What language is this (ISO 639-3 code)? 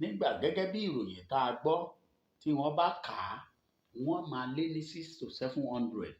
yor